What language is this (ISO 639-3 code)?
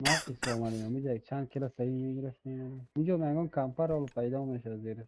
fas